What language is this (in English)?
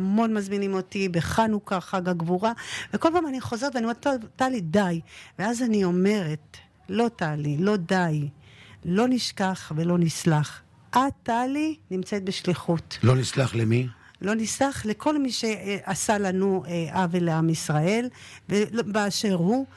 Hebrew